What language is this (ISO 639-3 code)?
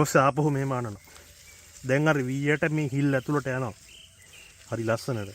sin